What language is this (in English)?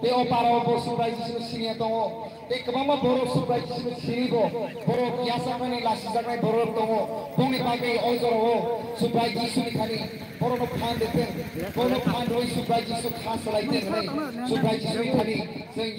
Kok Borok